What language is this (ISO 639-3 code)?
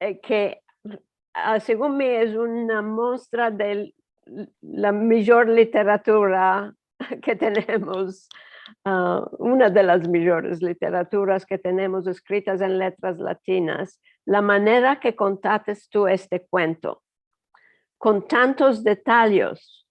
lad